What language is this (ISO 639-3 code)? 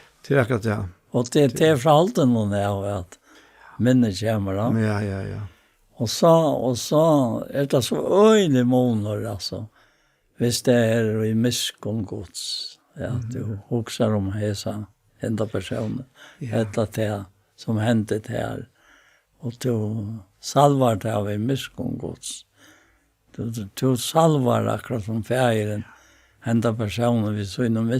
fao